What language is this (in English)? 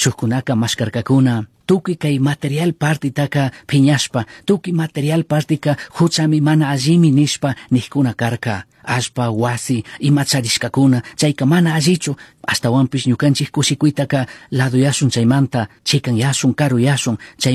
Chimborazo Highland Quichua